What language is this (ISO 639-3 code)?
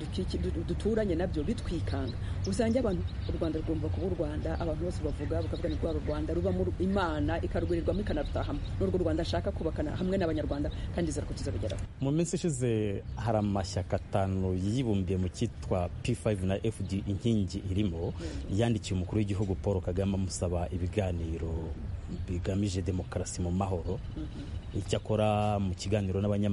kin